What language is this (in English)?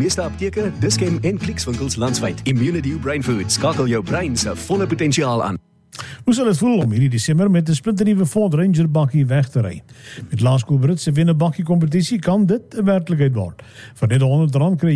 Afrikaans